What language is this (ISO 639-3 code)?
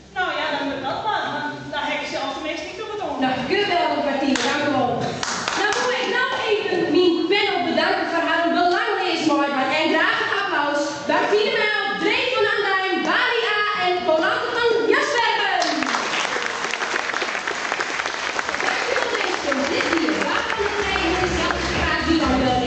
nld